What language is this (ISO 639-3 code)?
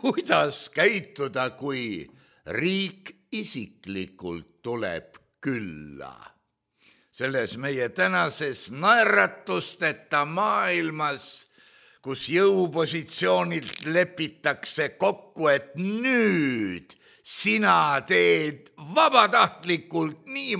est